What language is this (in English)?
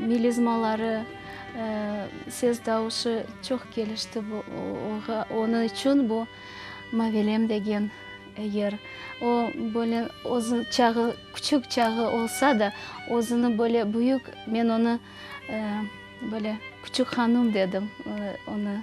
Crimean Tatar